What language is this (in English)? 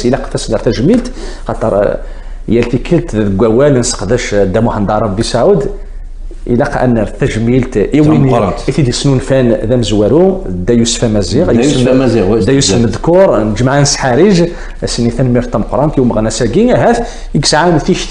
Kabyle